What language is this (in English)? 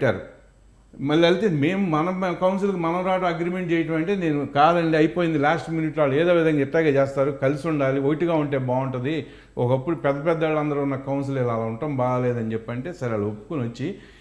Telugu